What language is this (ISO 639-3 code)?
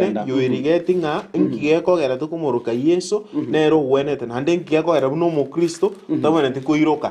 guz